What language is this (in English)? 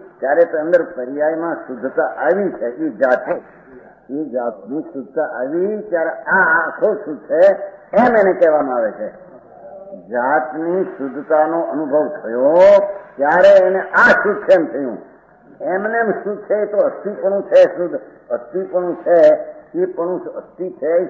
Gujarati